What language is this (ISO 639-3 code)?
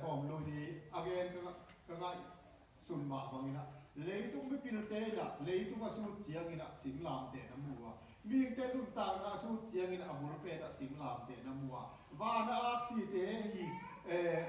ctd